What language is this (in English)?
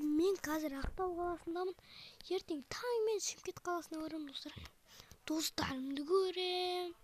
Kazakh